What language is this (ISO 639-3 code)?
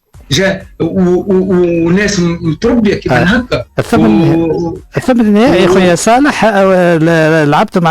aeb